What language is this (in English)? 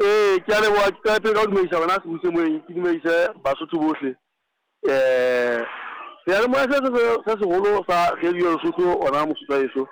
Southern Sotho